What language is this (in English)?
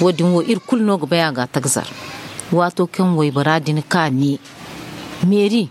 Zarma